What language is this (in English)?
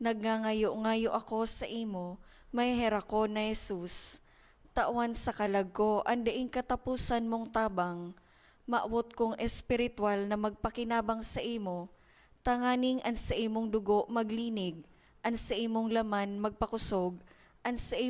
Bikol